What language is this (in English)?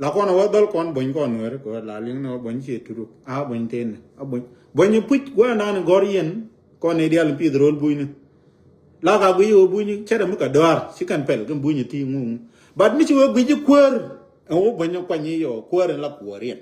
Nuer